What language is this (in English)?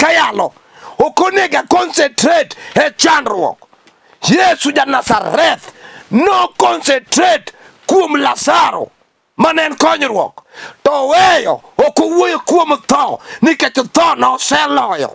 Luo (Kenya and Tanzania)